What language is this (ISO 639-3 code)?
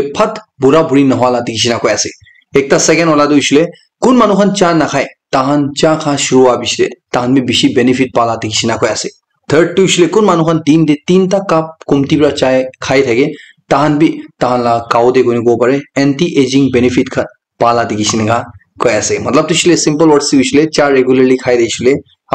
nag